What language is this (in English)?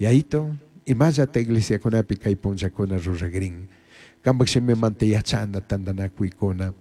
Chimborazo Highland Quichua